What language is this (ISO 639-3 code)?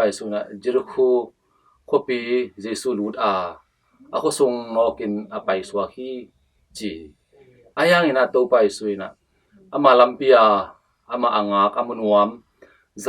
ctd